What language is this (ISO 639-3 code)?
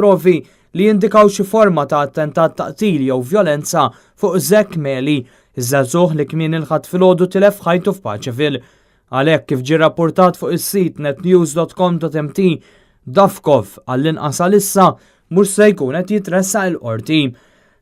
mlt